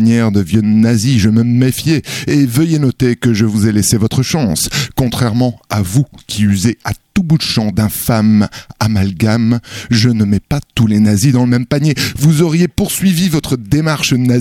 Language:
French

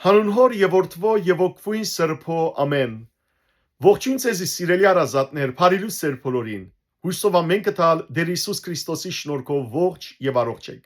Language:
Western Armenian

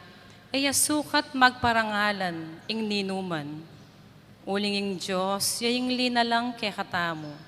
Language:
Pampanga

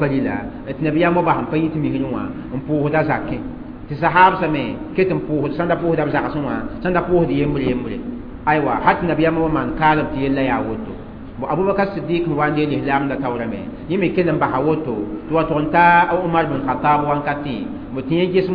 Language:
Mossi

